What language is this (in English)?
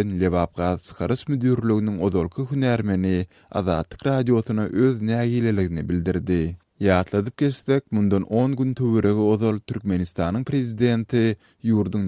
Turkmen